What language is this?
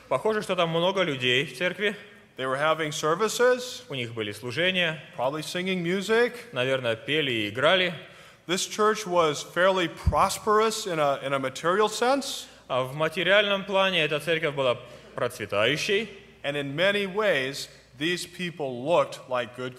Russian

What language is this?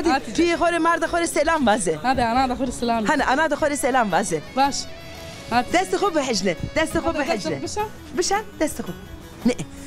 Zaza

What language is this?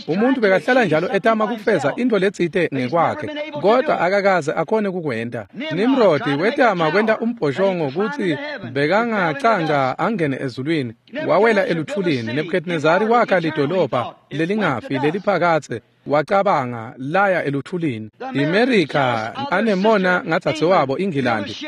Swati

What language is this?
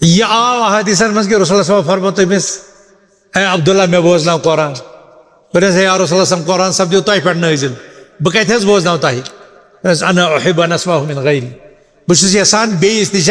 Kashmiri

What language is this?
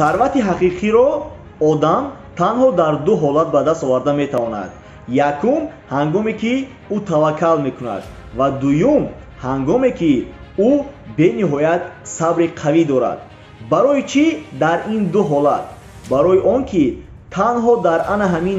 Tajik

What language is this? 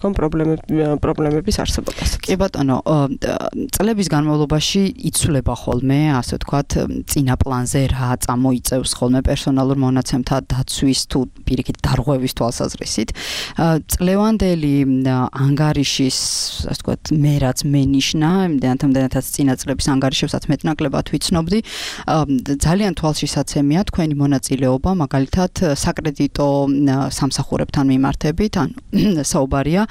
Georgian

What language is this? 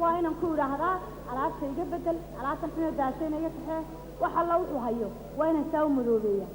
Somali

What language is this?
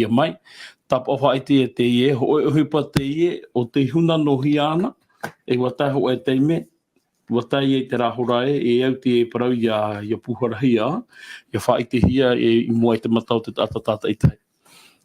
Tahitian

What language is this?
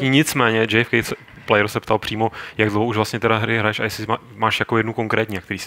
Czech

